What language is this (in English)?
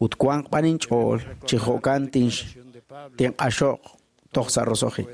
Kekchí